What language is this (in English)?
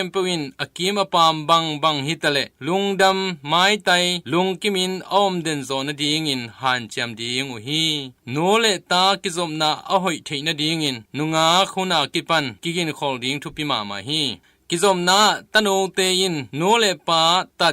Tedim Chin